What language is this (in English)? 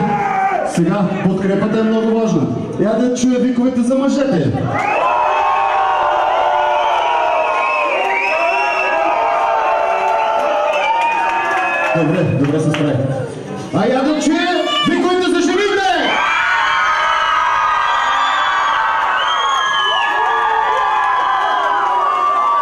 Bulgarian